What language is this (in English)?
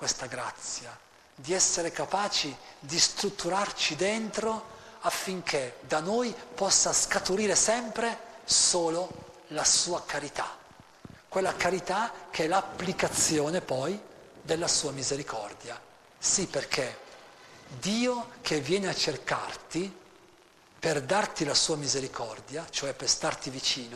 Italian